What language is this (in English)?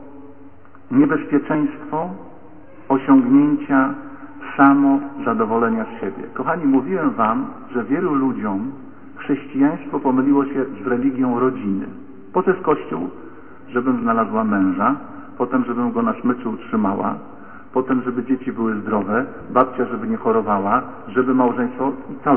Polish